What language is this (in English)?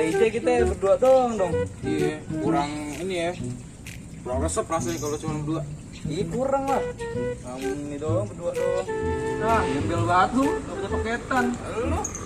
Betawi